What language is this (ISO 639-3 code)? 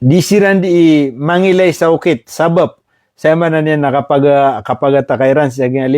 mrw